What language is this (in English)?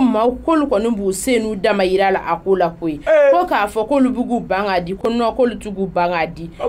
Bambara